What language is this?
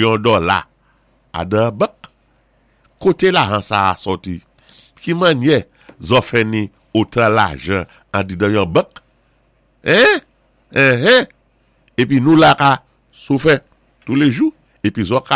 Saint Lucian Creole French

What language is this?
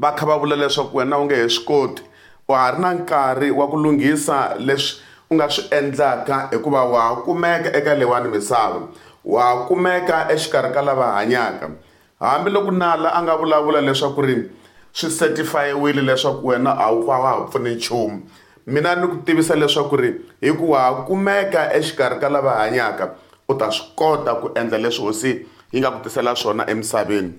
Tsonga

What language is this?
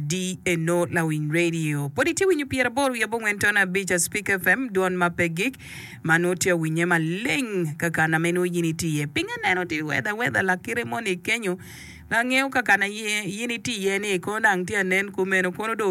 Acoli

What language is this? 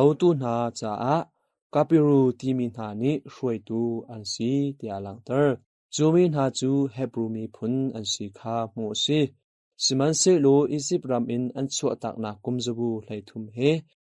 Hakha Chin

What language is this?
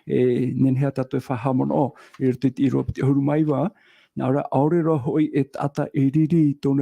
Tahitian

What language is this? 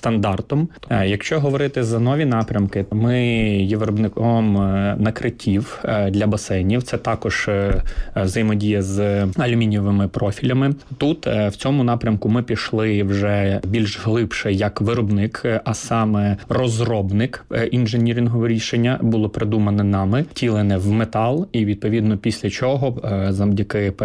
Ukrainian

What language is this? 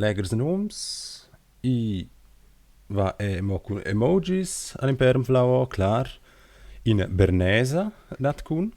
Romansh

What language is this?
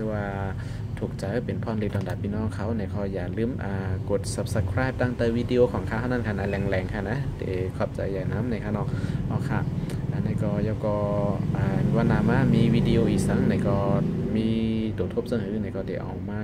Shan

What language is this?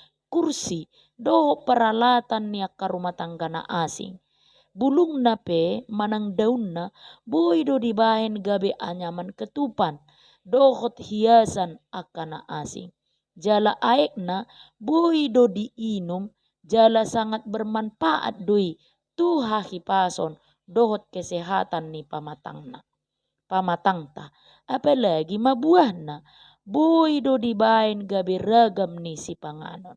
Batak Toba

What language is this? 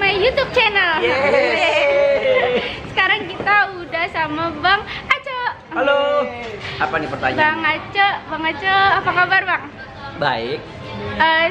Indonesian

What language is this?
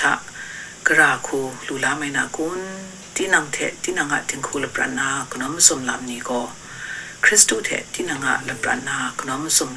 Kachin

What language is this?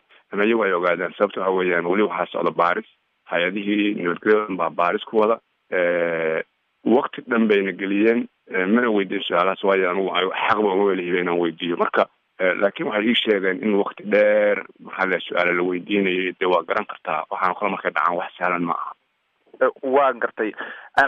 Somali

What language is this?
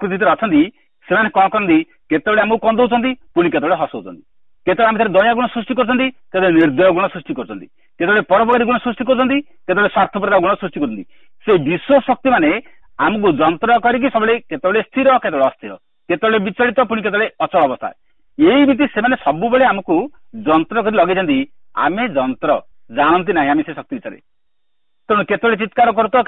Odia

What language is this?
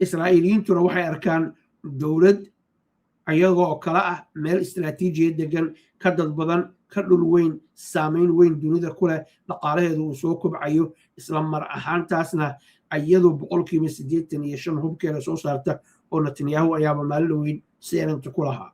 Somali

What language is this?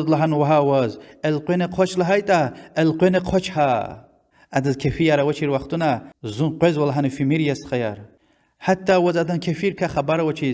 Lezghian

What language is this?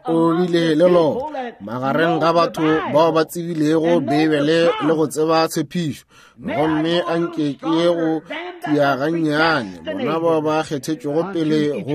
Northern Sotho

